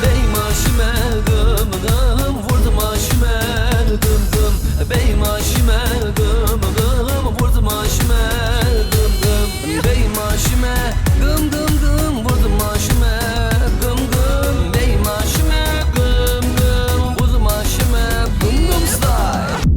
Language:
Zaza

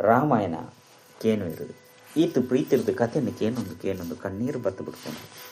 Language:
Tulu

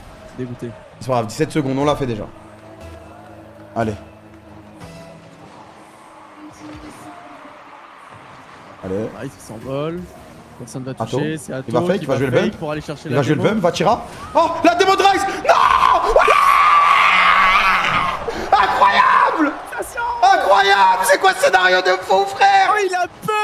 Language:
French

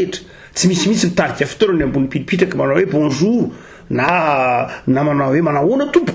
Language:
Malagasy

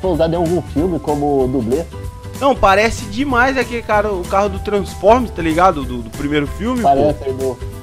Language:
Portuguese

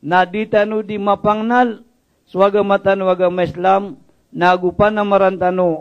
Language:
Maranao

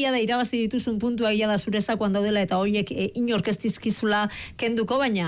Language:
Basque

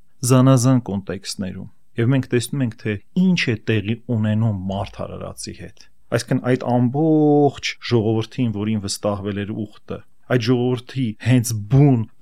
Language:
Armenian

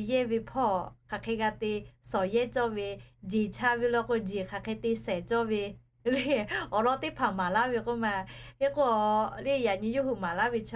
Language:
Lahu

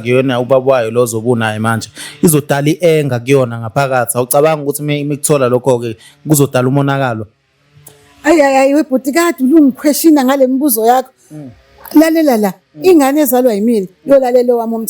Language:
Zulu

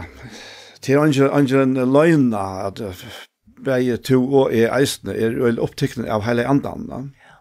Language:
Faroese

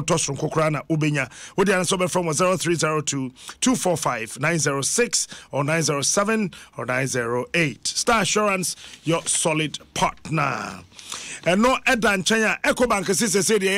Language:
Akan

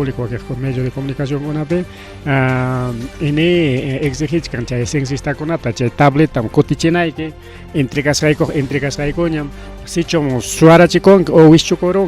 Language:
Ayacucho Quechua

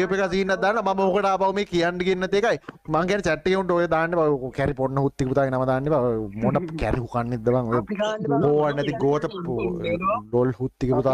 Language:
Sinhala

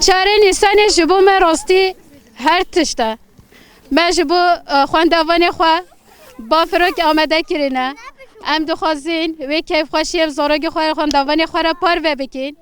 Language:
Kurdish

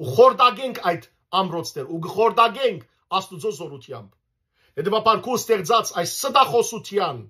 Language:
Western Armenian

